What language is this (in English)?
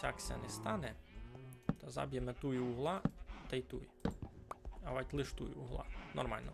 Rusyn